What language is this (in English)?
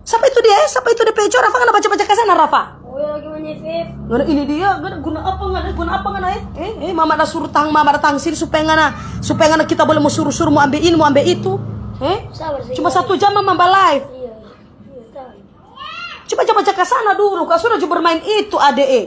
Manado Malay